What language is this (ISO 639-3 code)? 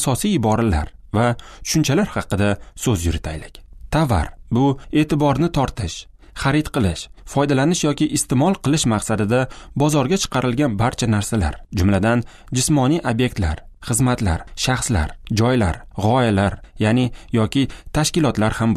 uzb